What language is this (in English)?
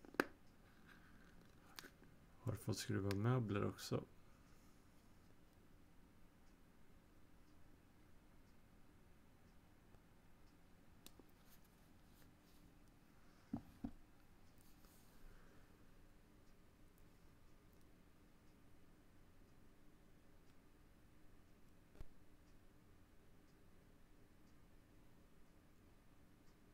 Swedish